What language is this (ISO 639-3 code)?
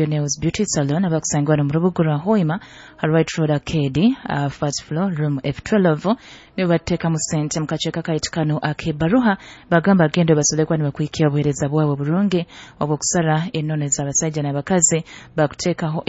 nyo